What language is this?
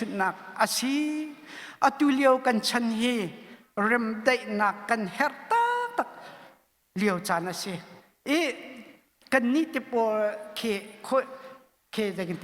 Hakha Chin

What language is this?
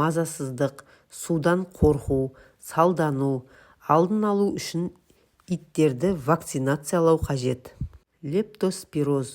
Kazakh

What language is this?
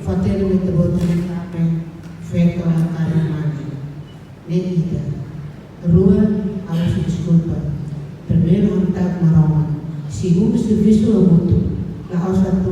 Tetum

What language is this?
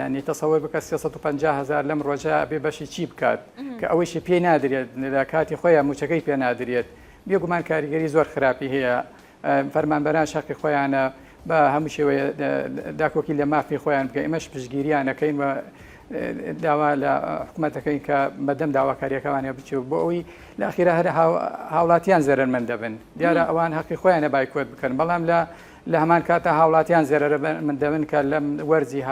Central Kurdish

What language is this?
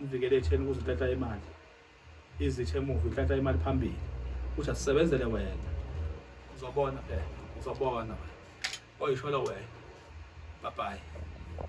Zulu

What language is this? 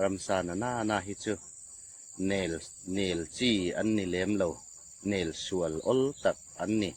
Hmar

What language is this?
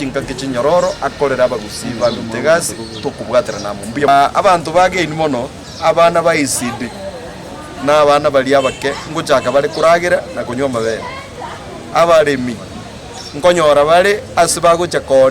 Gusii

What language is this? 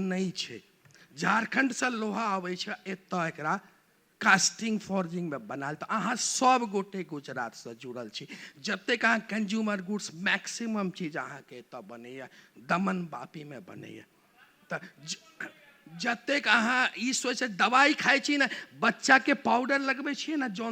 Maithili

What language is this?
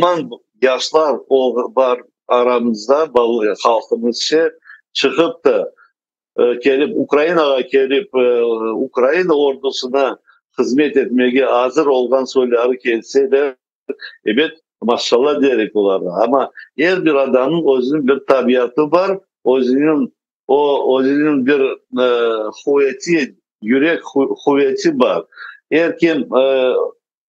Crimean Tatar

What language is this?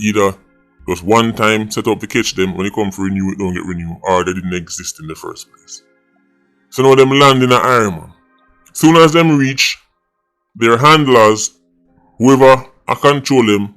Jamaican Creole English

